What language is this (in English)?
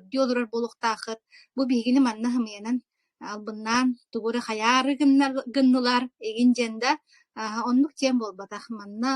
Yakut